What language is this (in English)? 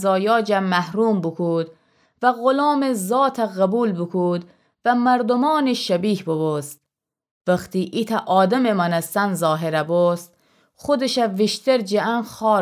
Gilaki